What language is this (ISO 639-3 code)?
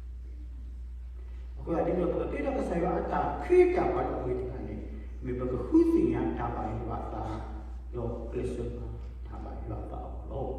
ksw